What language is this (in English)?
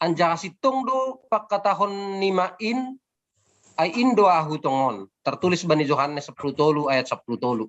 Batak Simalungun